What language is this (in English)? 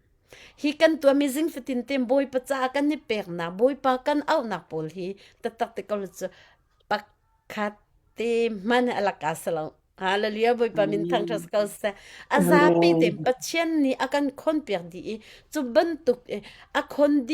Hakha Chin